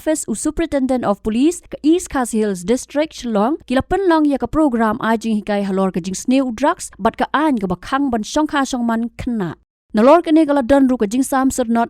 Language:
Khasi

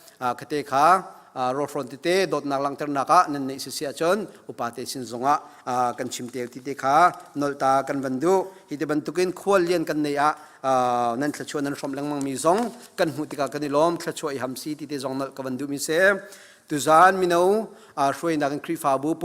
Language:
Hakha Chin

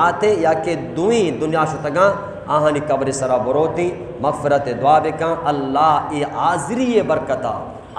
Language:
Eastern Balochi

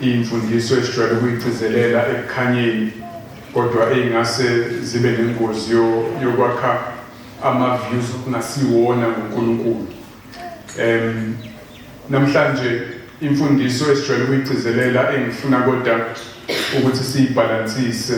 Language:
Zulu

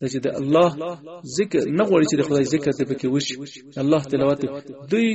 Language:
Pashto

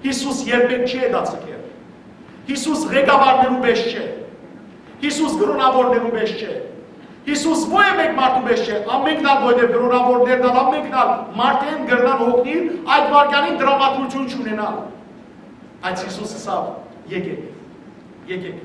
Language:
Western Armenian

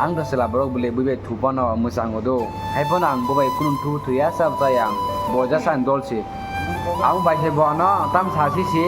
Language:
Kok Borok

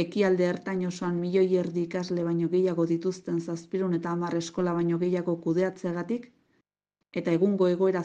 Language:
Basque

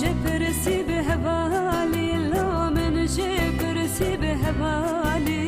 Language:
Kurdish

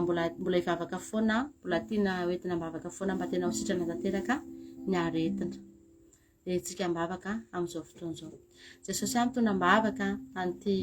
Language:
Malagasy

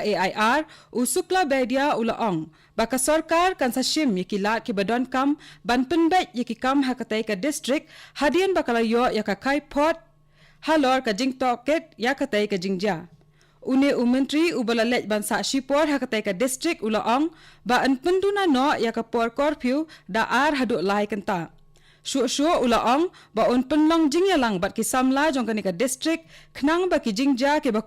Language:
Khasi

